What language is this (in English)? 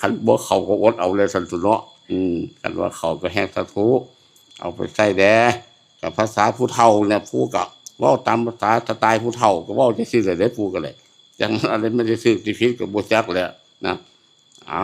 Northeastern Thai